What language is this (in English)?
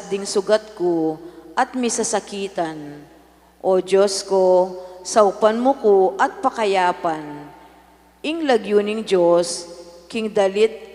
Pampanga